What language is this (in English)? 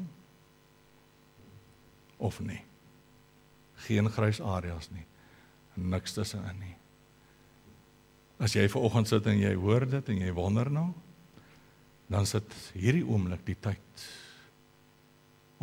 Afrikaans